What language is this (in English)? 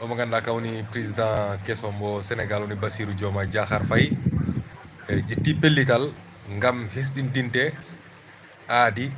Fula